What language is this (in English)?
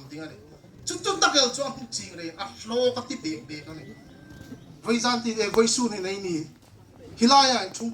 Hmar